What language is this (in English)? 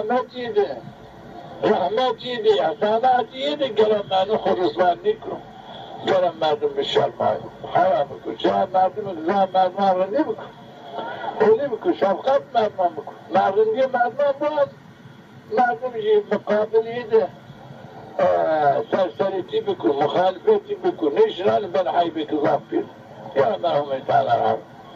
Zaza